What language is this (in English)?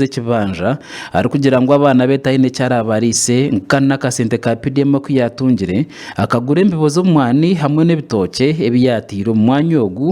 Nyankole